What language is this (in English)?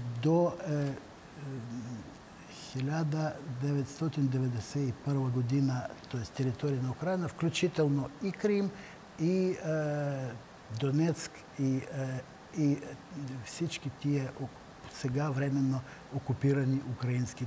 Bulgarian